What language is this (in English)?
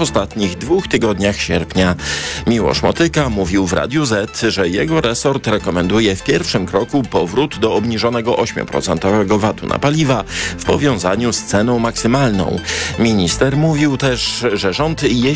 Polish